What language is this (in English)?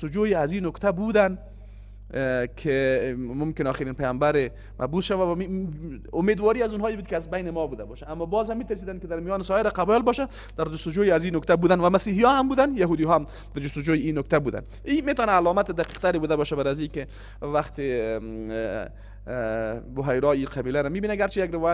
Persian